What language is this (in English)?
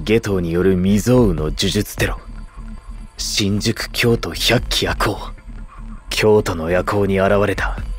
Japanese